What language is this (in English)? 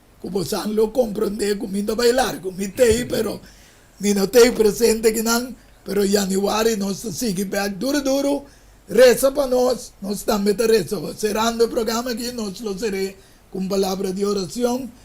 Papiamento